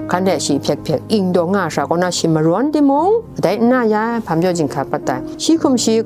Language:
Kachin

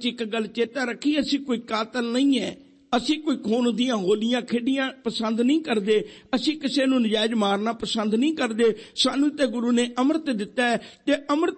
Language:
Punjabi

